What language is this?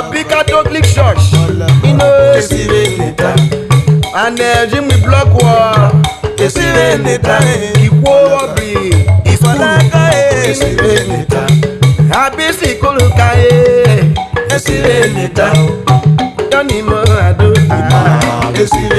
Urhobo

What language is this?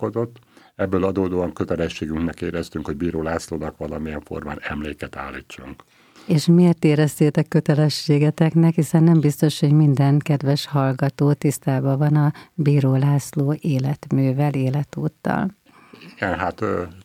Hungarian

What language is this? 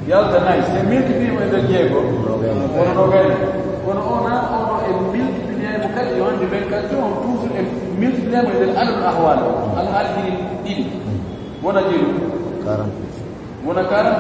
Pular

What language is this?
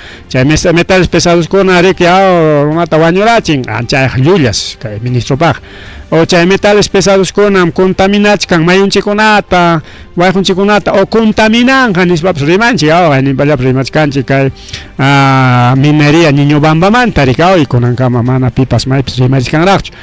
Ayacucho Quechua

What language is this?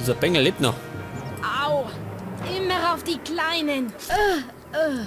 Bavarian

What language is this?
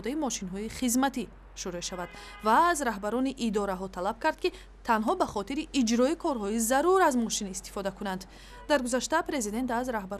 Tajik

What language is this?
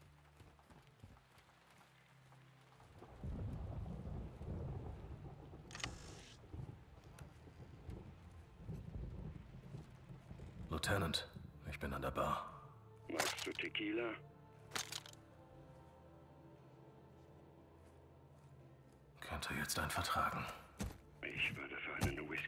German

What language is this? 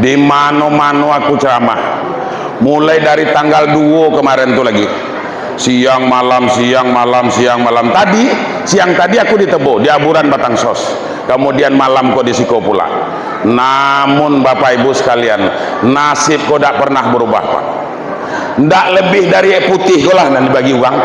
Minangkabau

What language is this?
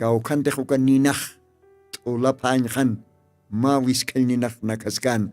Aymara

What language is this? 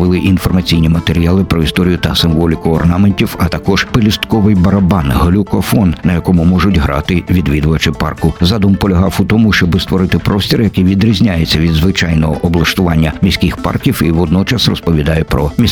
Ukrainian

